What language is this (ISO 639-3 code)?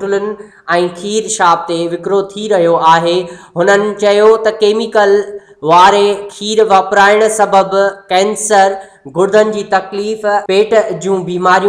snd